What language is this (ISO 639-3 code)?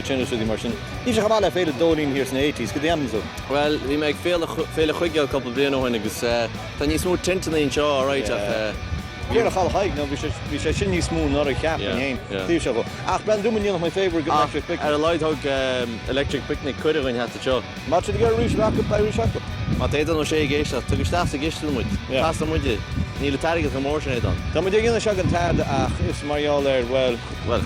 gle